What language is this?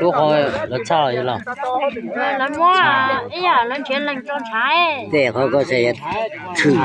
Hmong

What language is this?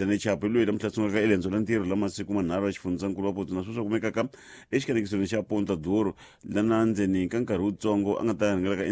Tsonga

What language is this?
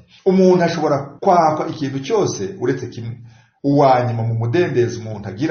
Kinyarwanda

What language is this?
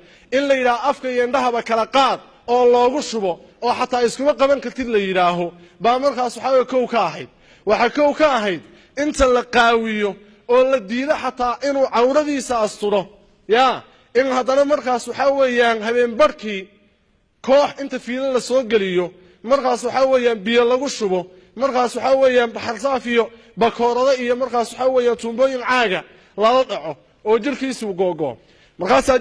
Somali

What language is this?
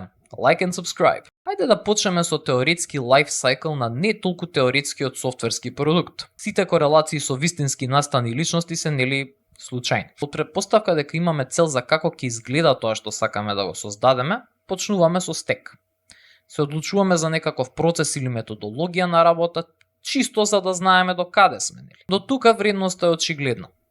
Macedonian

